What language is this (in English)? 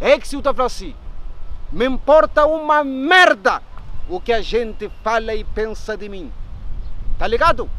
Kabuverdianu